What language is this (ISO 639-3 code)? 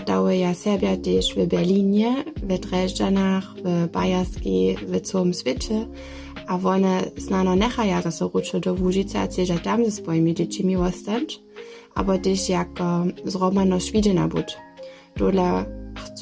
hsb